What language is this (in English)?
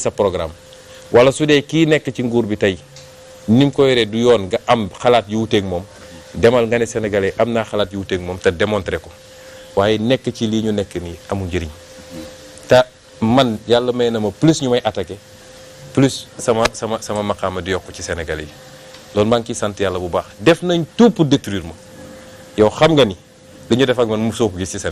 Wolof